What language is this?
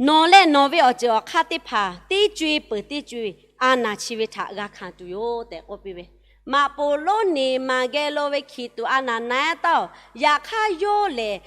Lahu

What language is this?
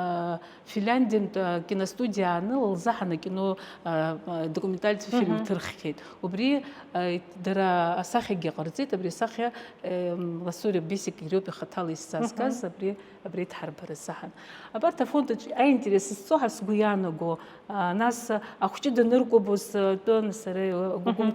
Abkhazian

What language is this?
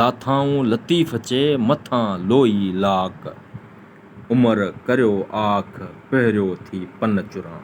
Sindhi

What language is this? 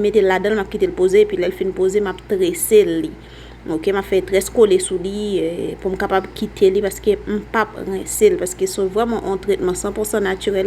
Haitian Creole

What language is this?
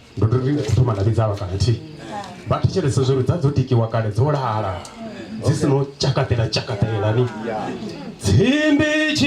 Venda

